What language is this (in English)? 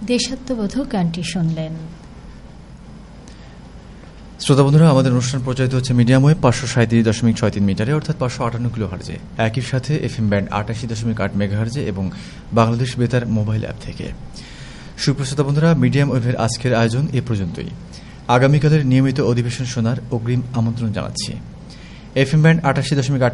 Bangla